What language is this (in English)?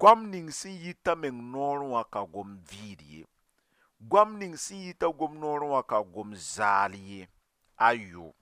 Mossi